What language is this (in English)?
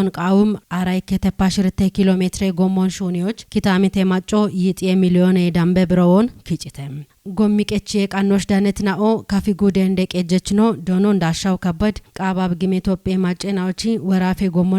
Kafa